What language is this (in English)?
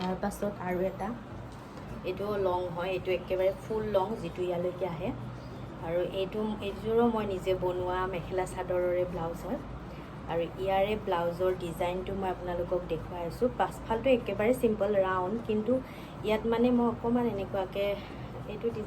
Assamese